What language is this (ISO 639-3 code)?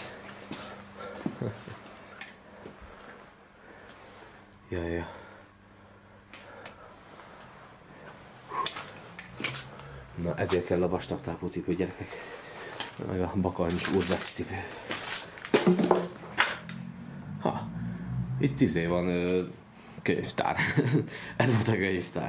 hun